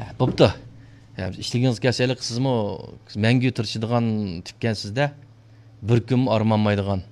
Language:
Uyghur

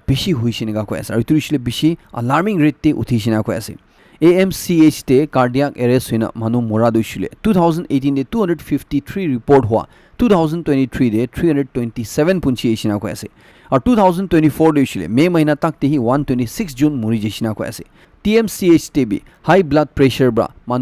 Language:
Naga Pidgin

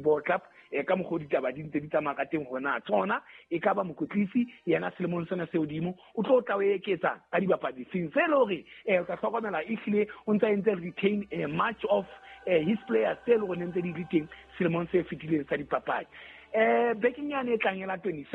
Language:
Southern Sotho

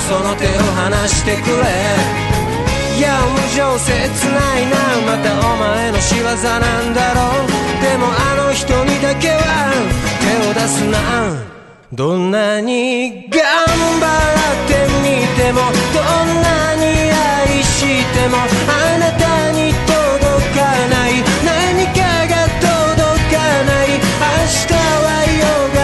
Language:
Japanese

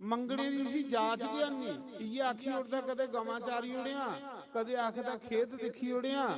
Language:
Dogri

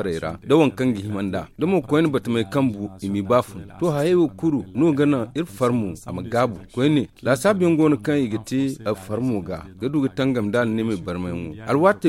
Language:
Zarma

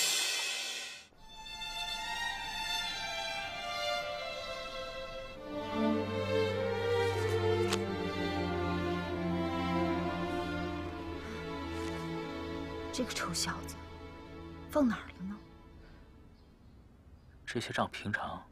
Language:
Chinese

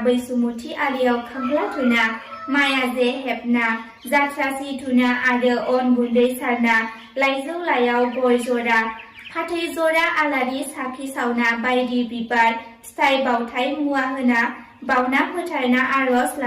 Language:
Bodo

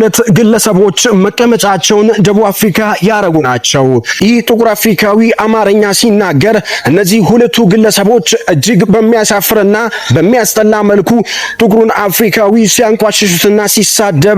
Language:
Amharic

